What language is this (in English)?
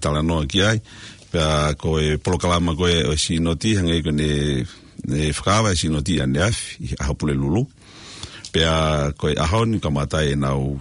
Tongan